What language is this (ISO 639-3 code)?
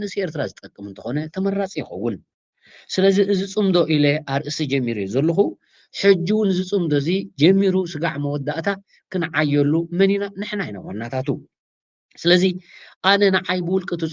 tir